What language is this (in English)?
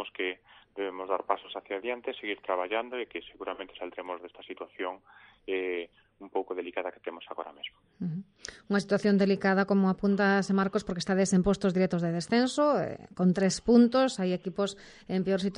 Galician